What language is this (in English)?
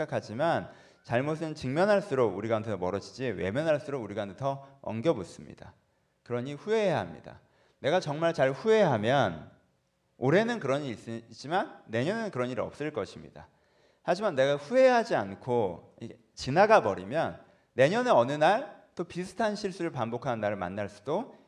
Korean